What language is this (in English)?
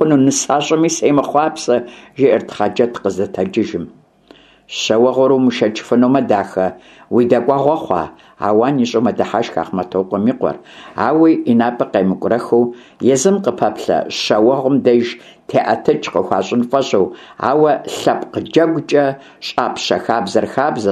Kabardian